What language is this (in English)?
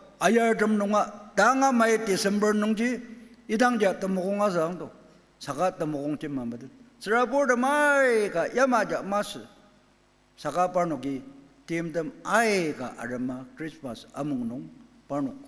Ao Naga